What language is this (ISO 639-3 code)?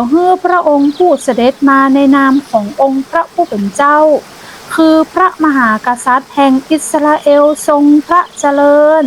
nod